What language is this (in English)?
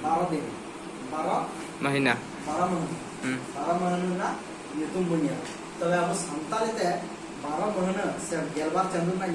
Santali